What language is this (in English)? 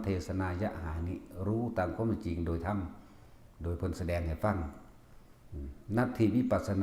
Northeastern Thai